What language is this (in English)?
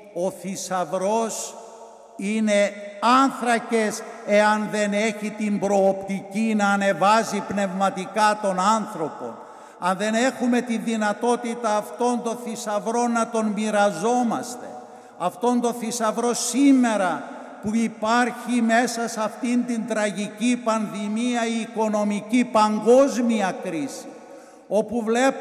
Greek